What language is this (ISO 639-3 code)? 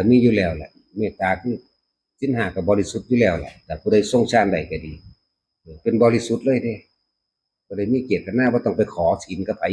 tts